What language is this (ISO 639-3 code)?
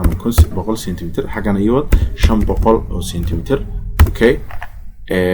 som